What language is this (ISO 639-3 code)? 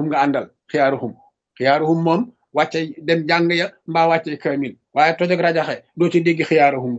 wol